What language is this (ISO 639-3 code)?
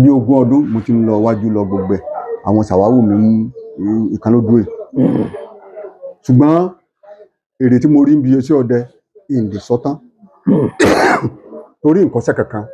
yor